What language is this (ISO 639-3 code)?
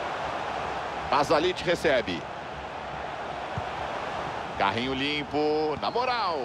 por